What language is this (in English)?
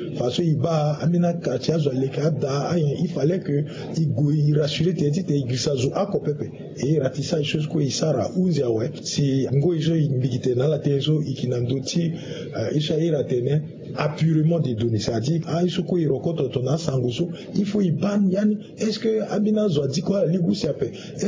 Sango